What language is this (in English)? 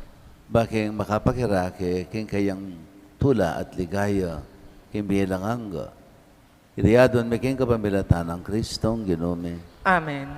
Pampanga